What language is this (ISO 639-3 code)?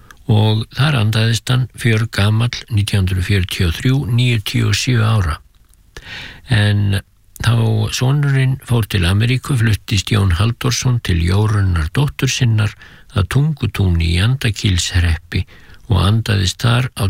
isl